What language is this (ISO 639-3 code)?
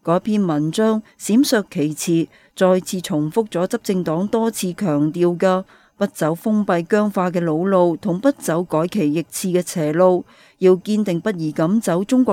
yue